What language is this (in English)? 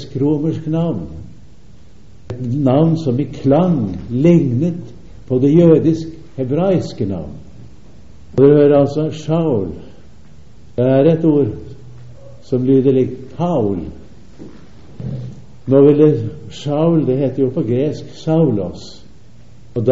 Norwegian